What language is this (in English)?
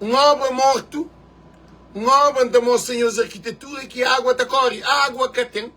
Kabuverdianu